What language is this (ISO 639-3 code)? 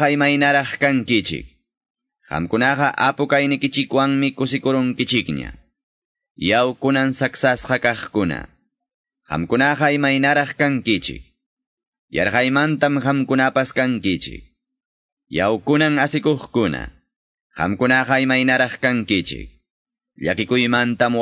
quy